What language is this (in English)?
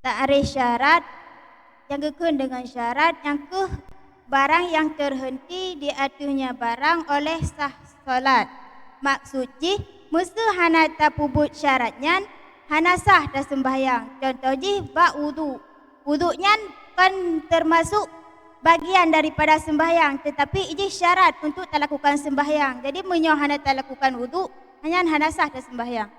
Achinese